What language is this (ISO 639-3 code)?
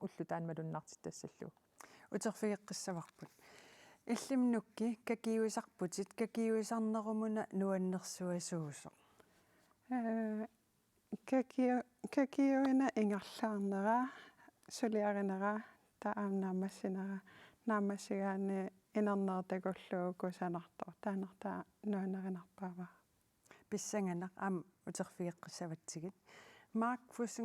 kal